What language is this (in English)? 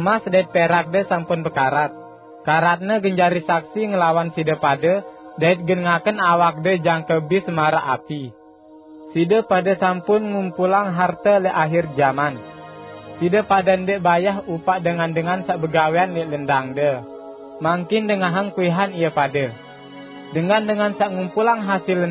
Sasak